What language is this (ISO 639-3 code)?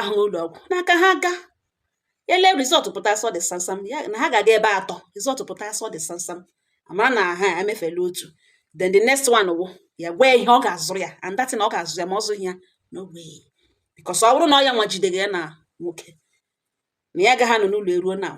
ibo